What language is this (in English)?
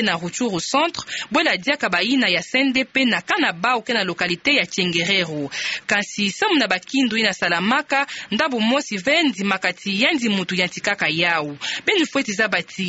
Kituba (Democratic Republic of Congo)